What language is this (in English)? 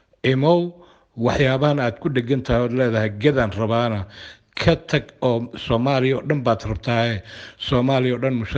Somali